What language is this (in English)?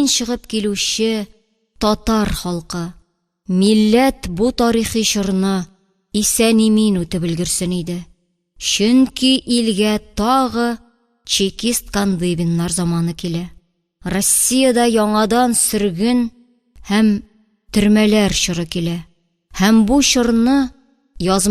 Tatar